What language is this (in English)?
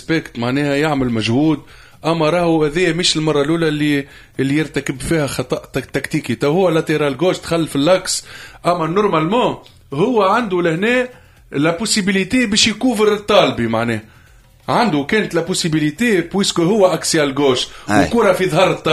Tunisian Arabic